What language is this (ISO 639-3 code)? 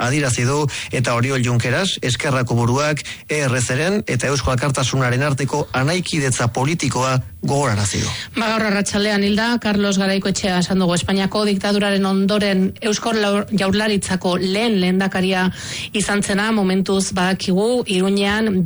eus